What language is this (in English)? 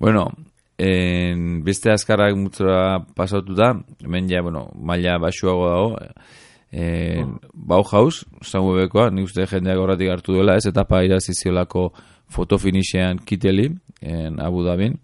Basque